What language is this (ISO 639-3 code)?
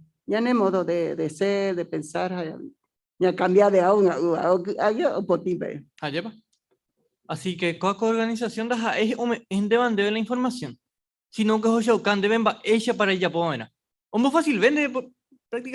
grn